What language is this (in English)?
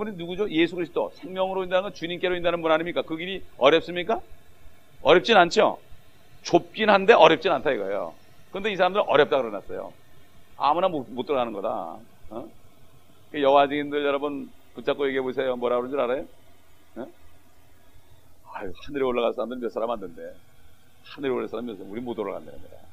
Korean